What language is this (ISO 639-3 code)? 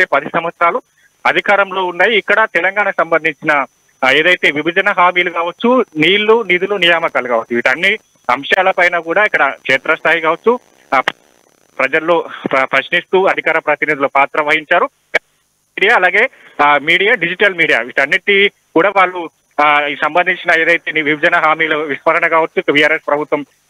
tel